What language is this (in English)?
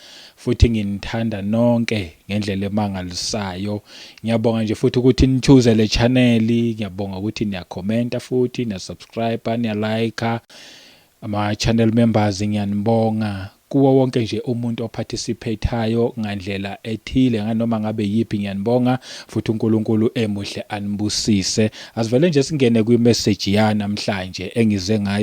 Zulu